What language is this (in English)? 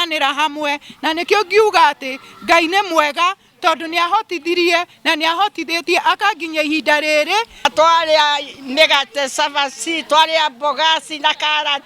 Kikuyu